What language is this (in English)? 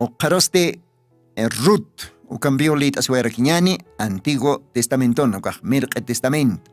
Aymara